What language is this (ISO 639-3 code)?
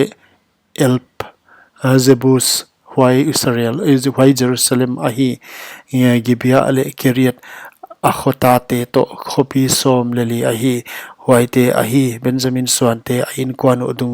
pck